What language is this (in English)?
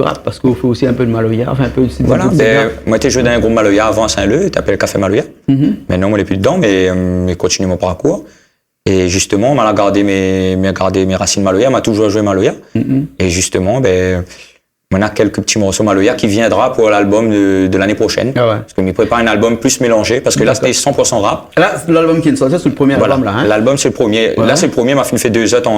Réunion Creole French